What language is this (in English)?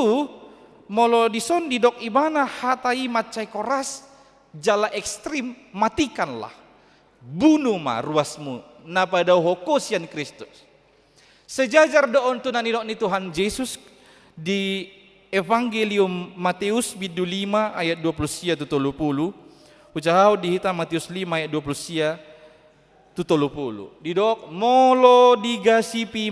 Batak Toba